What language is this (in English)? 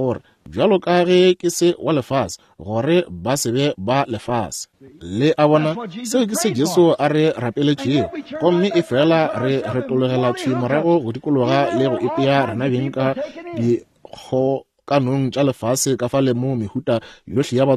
Northern Sotho